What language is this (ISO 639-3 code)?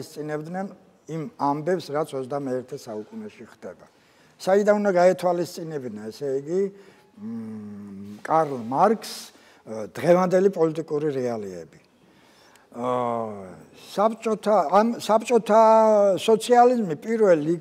kat